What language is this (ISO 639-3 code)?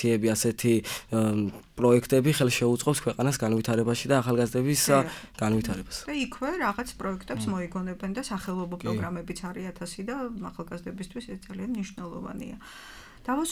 kat